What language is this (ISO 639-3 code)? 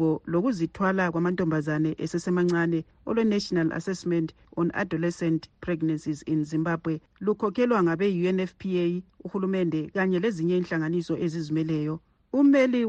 nde